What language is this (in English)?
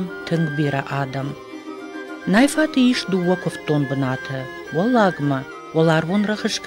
Ossetic